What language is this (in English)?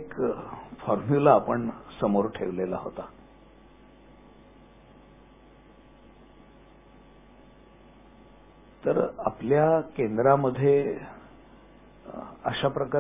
Marathi